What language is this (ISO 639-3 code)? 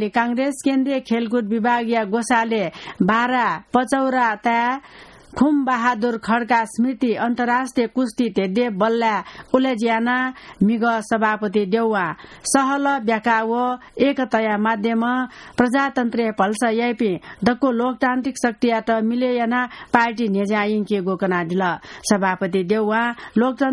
new